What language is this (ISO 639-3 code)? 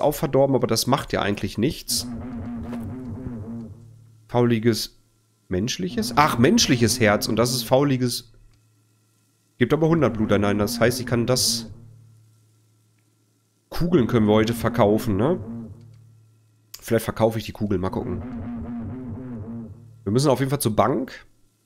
deu